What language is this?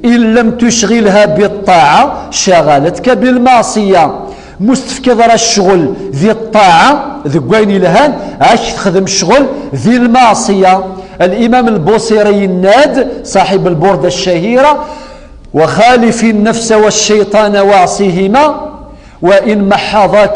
Kabyle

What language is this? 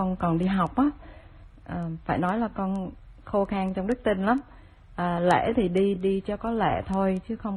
Vietnamese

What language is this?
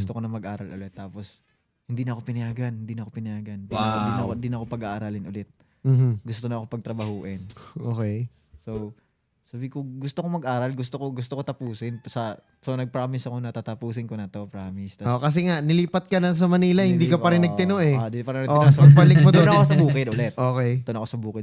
Filipino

